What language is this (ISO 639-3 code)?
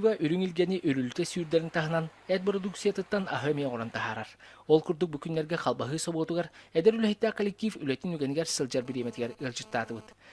sah